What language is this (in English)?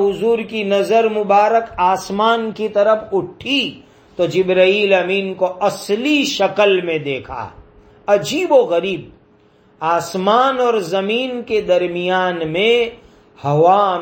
Urdu